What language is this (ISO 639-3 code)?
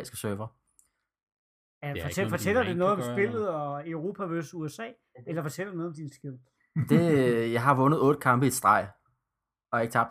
dan